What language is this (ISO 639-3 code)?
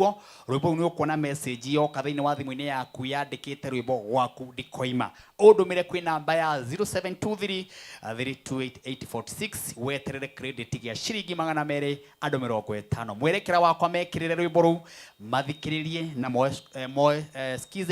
kik